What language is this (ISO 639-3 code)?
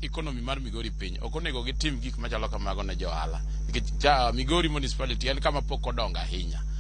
luo